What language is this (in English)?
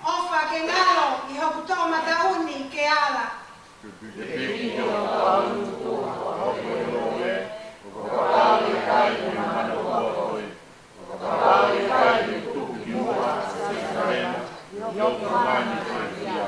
Tongan